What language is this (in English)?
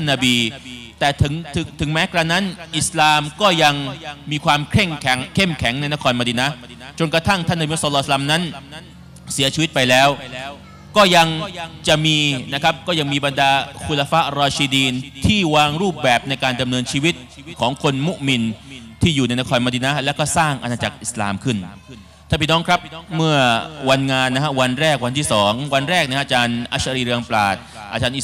Thai